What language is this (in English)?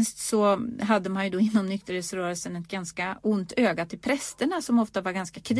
Swedish